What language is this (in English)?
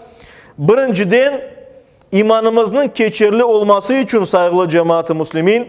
Crimean Tatar